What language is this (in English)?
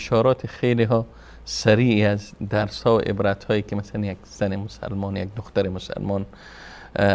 Persian